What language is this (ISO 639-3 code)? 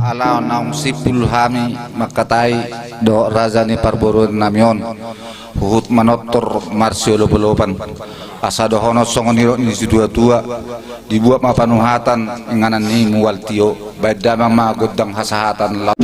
bbc